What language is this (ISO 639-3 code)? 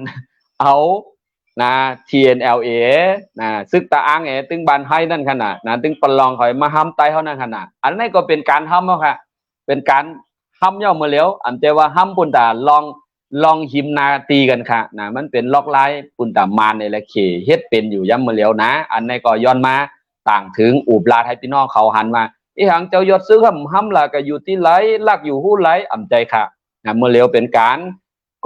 shn